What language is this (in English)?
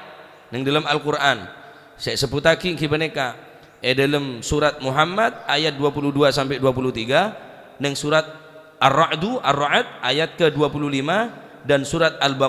Madurese